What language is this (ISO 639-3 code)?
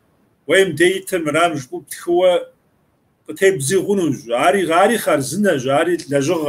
kbd